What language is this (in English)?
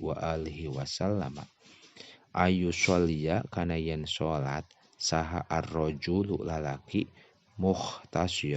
Sundanese